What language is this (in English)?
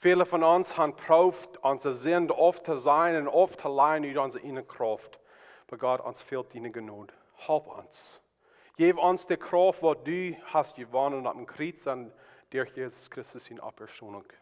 Plautdietsch